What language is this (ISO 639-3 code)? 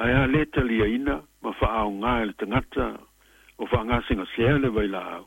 smo